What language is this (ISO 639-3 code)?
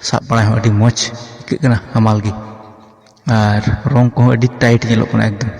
sat